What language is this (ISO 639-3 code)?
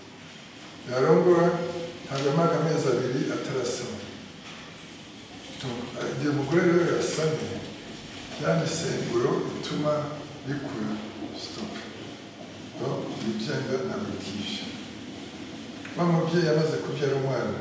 kin